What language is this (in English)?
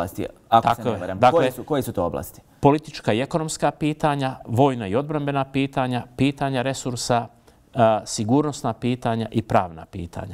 Bosnian